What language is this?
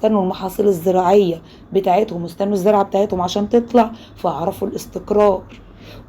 Egyptian Arabic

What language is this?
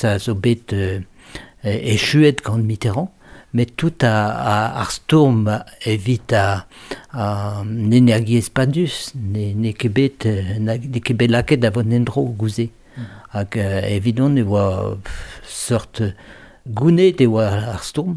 Breton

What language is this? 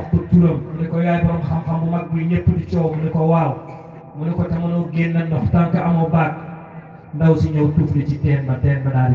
Wolof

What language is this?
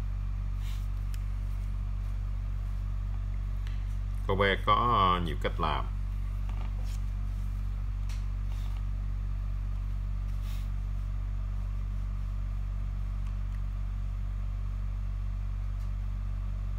Vietnamese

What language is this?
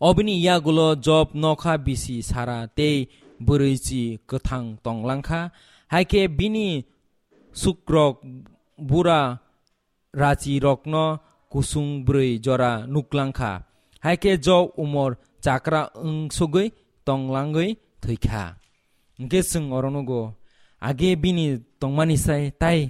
Kok Borok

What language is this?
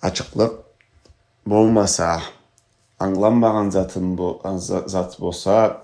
Karachay-Balkar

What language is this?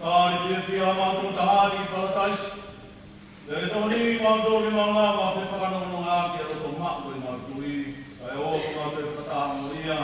Tongan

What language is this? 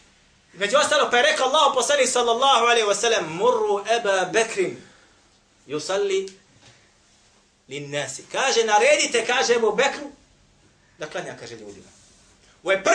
Bosnian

